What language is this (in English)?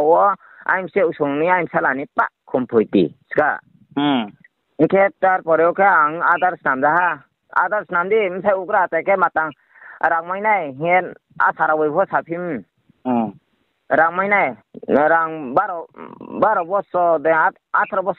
Riang (India)